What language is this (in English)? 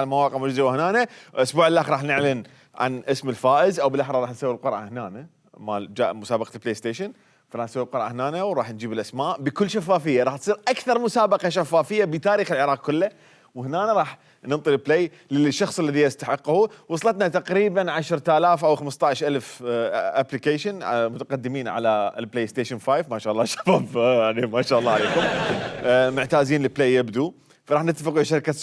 Mesopotamian Arabic